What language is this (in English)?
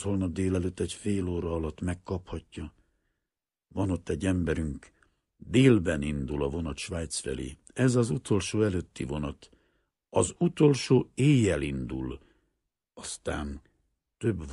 Hungarian